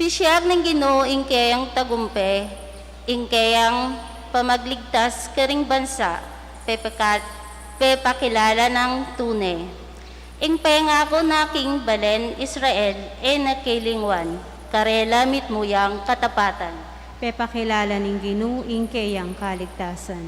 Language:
Pampanga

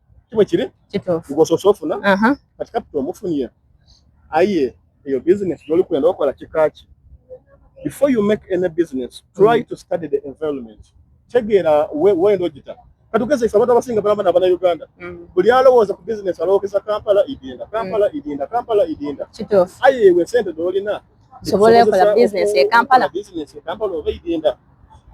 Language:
Soga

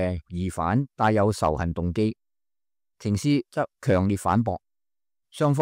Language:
Cantonese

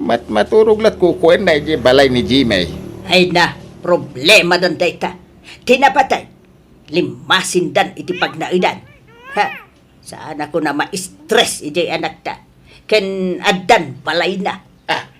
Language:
Iloko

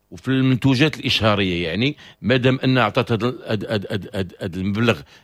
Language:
Moroccan Arabic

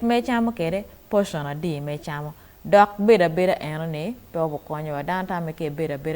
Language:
Acoli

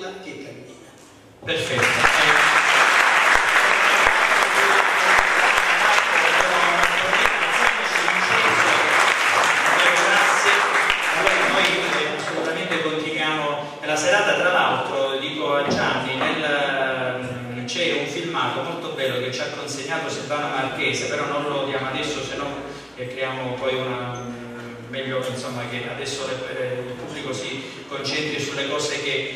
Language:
Italian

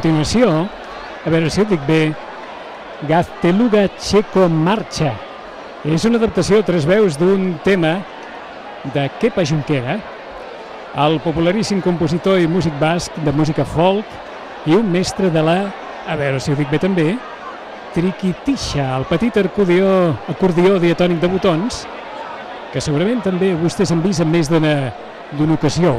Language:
Catalan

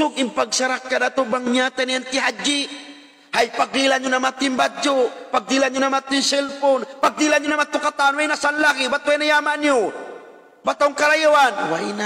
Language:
Tausug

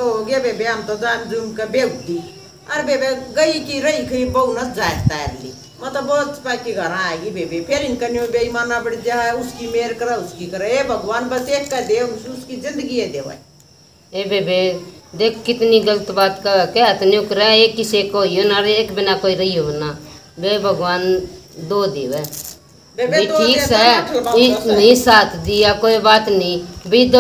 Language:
Haryanvi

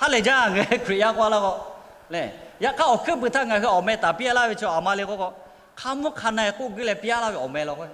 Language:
Lahu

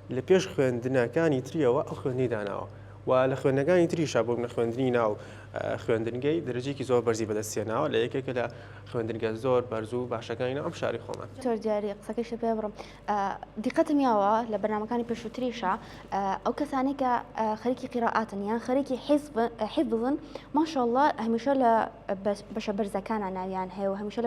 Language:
Central Kurdish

